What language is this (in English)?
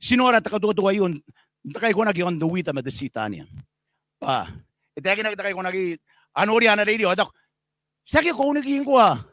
Gilbertese